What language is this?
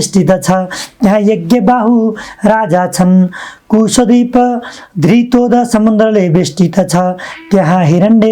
Nepali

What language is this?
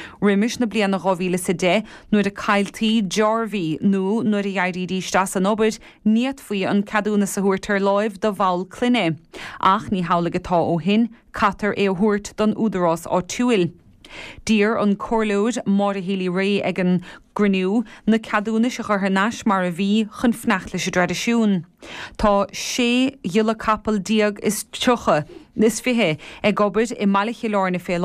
Irish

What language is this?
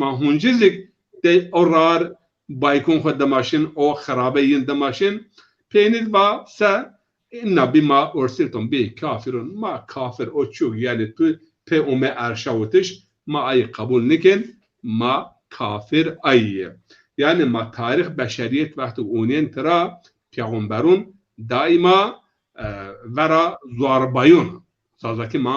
Zaza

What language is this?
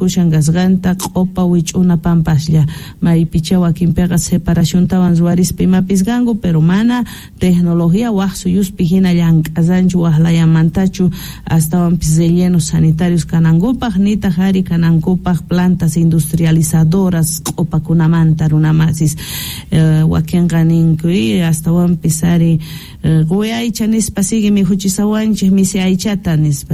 South Bolivian Quechua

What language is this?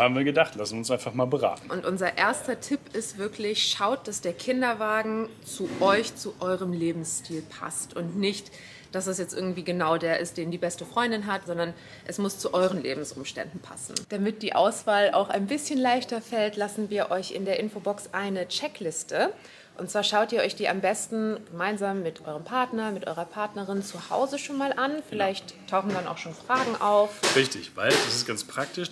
German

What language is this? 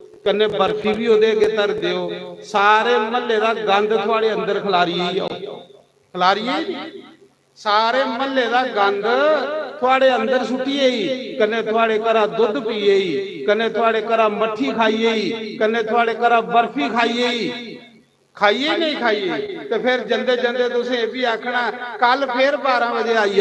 Dogri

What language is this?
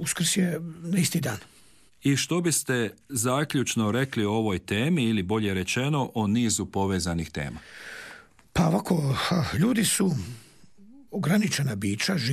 Croatian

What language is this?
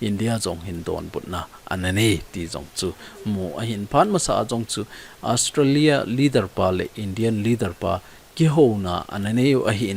Thado Chin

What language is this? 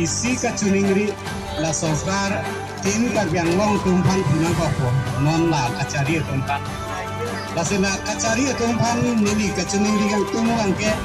Karbi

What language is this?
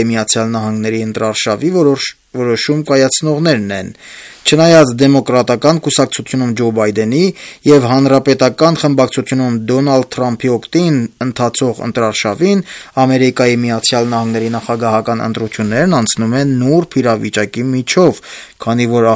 Armenian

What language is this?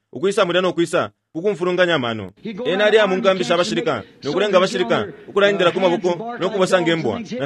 Bemba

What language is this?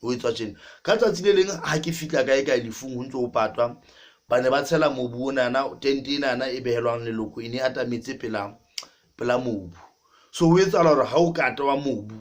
Southern Sotho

